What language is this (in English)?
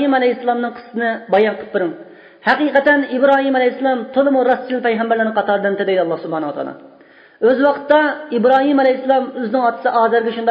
Uyghur